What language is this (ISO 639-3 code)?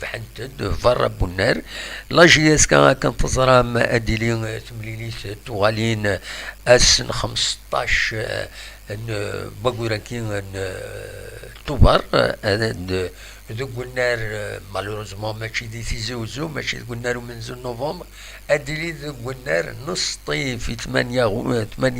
kab